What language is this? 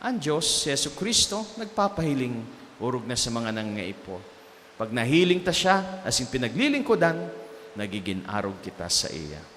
Bikol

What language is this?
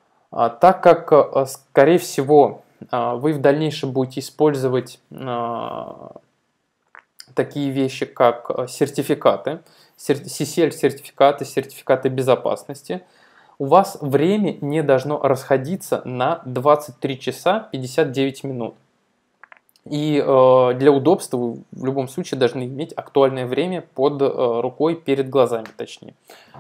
Russian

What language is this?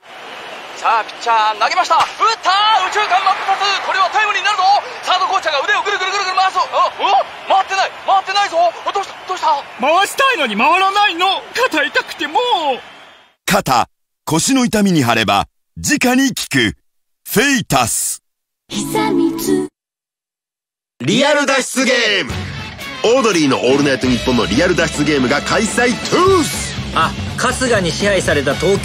Japanese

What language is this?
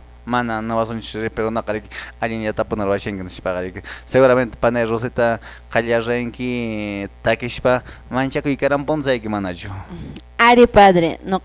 Quechua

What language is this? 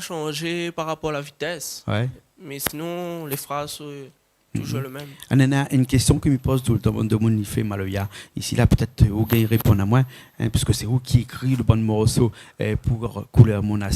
Réunion Creole French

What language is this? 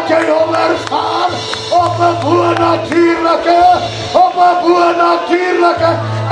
Afrikaans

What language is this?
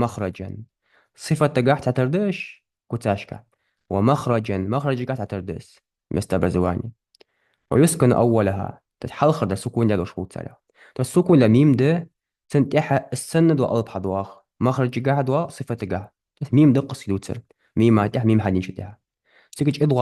Ingush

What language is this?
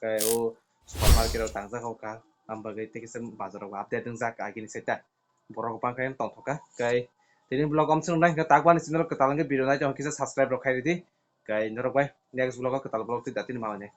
Kok Borok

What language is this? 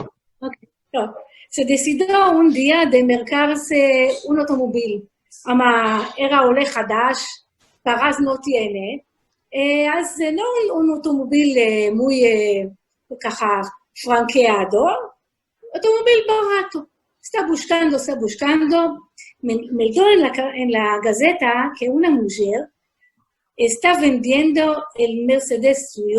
Ladino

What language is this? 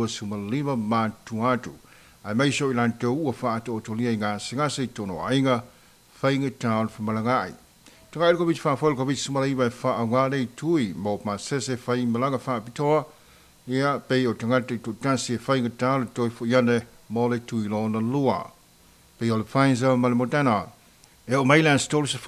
Samoan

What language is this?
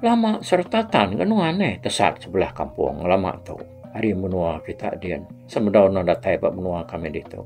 Iban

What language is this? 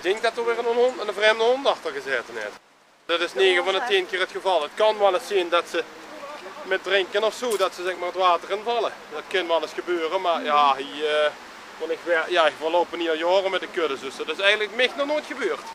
Limburgish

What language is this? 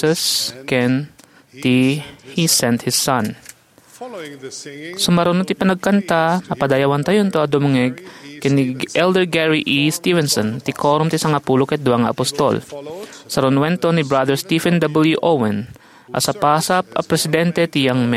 Iloko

